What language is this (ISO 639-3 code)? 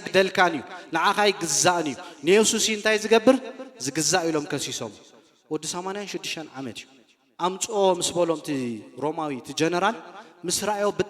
tir